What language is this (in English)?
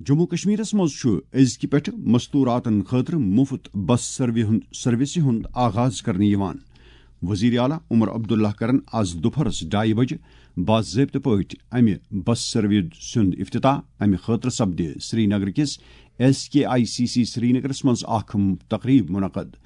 Kashmiri